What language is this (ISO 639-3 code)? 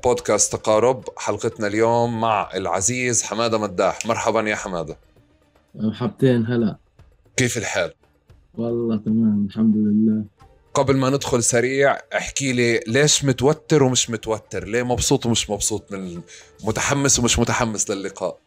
apc